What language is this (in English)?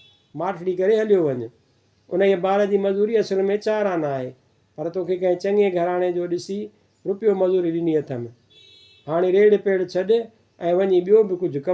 Sindhi